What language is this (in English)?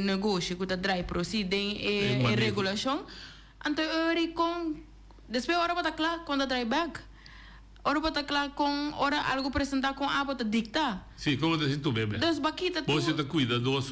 Papiamento